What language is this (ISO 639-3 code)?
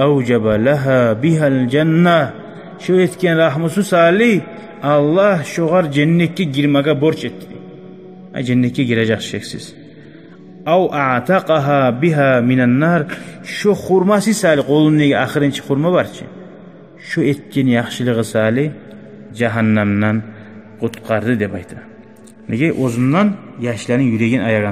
kum